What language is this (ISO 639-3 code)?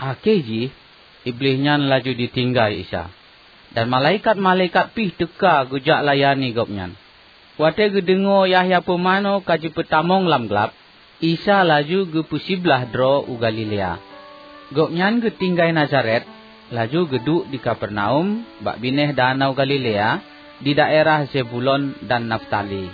ace